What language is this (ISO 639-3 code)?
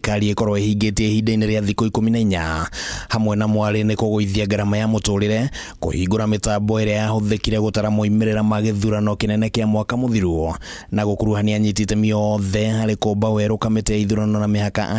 kik